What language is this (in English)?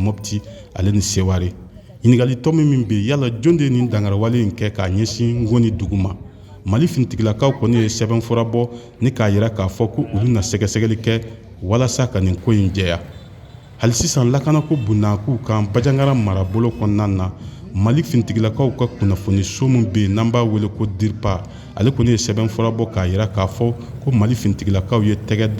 Bambara